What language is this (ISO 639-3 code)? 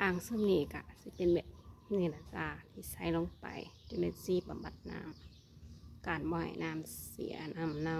tts